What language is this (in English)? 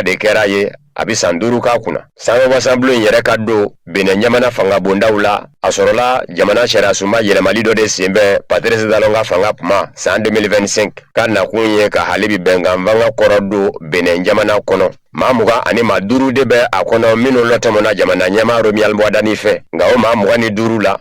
Bambara